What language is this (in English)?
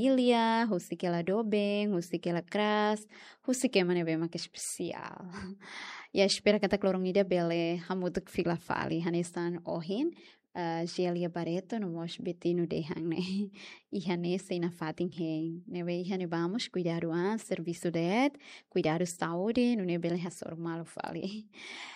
Tetum